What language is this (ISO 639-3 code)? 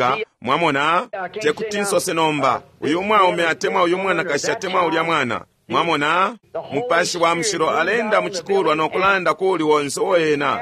bem